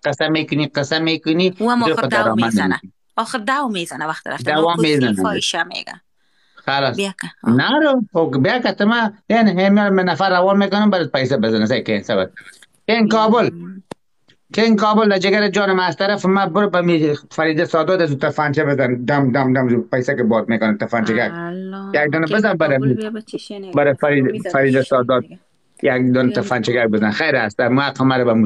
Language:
Persian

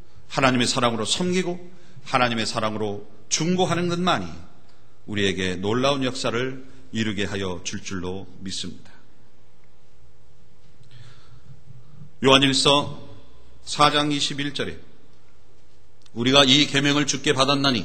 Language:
Korean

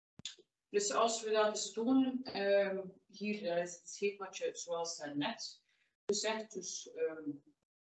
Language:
Dutch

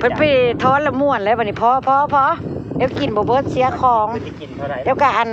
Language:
Northeastern Thai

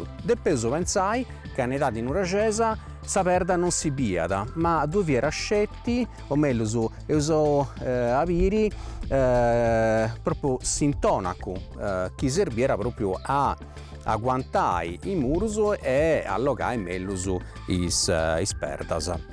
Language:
Sardinian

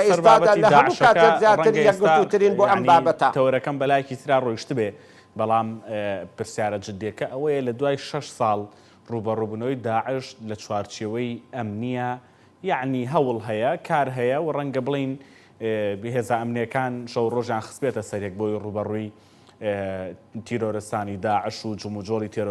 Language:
Central Kurdish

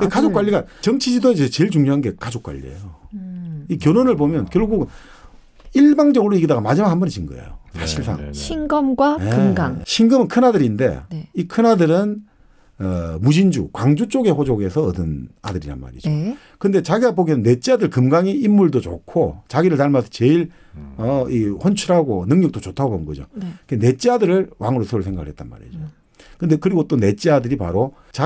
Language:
Korean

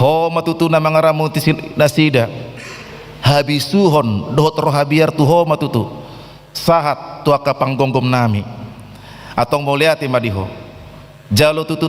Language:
Batak Toba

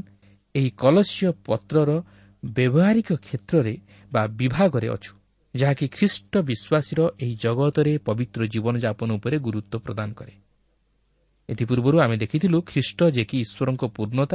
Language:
Odia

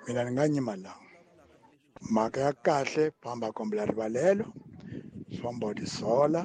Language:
Tsonga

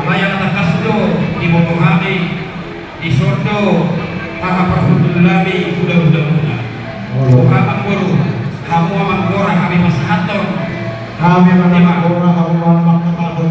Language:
Batak Toba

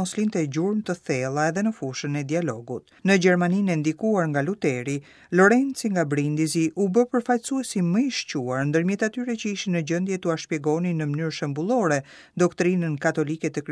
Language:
Albanian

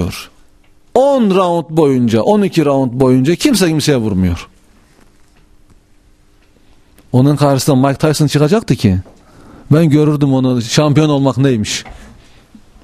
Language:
Turkish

